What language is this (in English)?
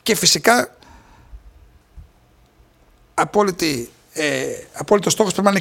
Greek